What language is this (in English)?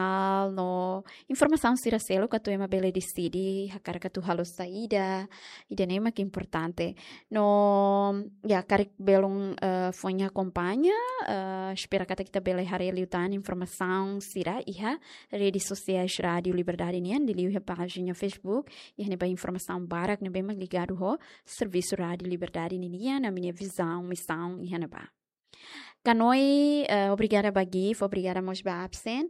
Tetum